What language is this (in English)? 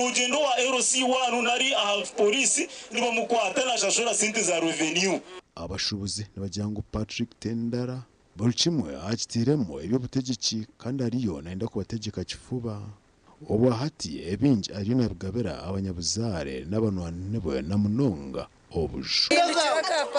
Nyankole